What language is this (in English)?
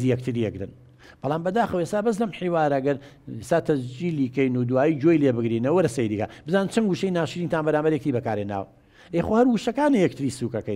Central Kurdish